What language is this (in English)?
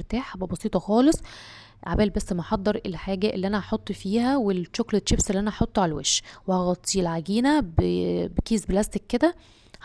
Egyptian Arabic